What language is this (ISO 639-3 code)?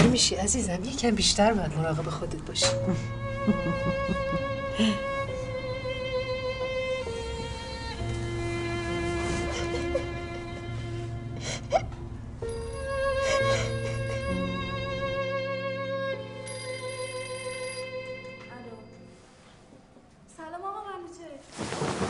fas